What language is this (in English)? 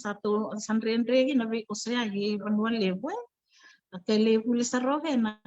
Fijian